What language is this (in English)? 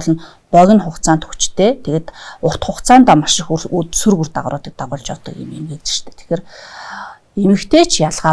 Mongolian